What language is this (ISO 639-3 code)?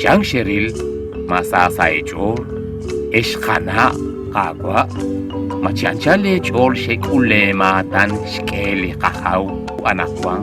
kek